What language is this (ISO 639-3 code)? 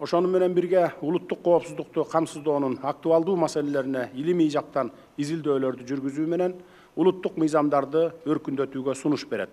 kir